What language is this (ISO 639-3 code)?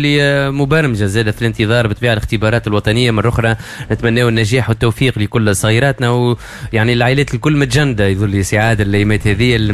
aeb